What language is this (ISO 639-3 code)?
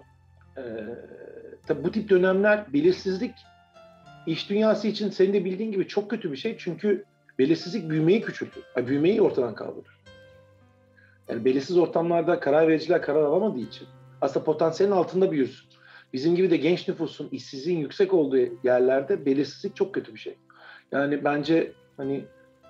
tur